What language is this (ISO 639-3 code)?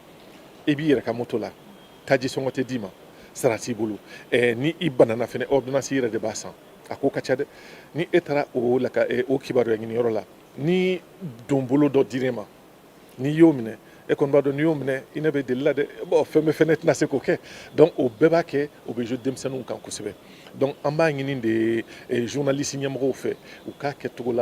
bam